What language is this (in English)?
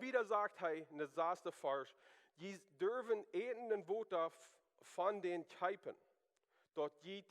Plautdietsch